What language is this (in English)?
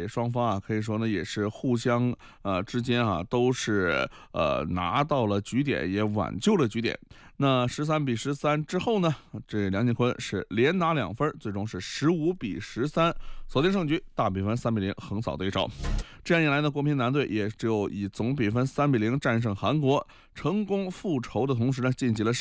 Chinese